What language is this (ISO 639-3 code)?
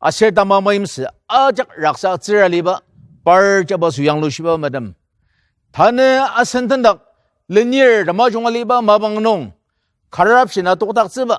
njo